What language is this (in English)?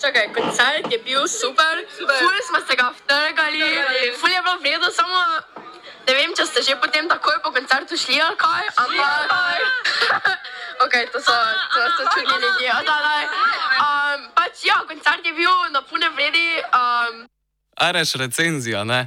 Slovenian